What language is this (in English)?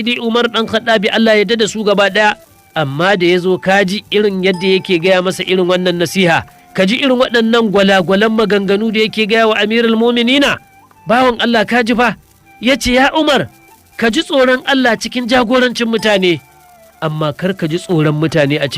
Hausa